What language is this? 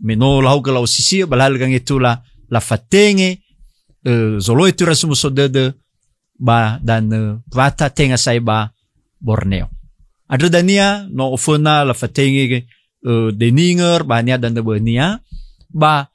Nias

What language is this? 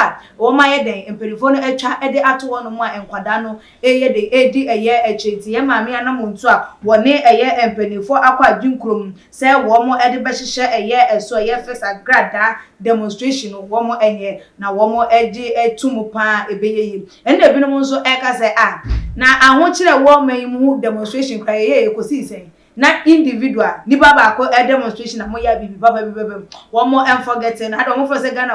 Akan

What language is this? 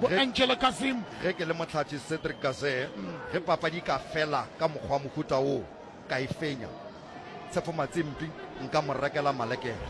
Northern Sotho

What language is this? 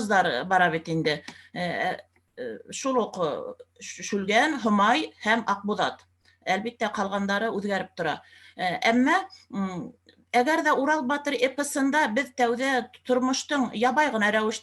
Bashkir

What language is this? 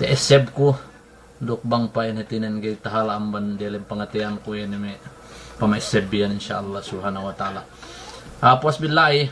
Yakan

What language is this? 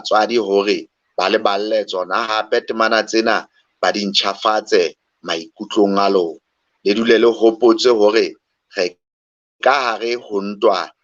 Southern Sotho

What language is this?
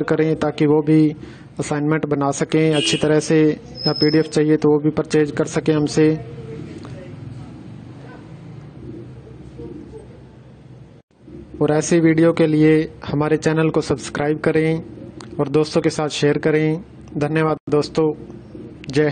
Hindi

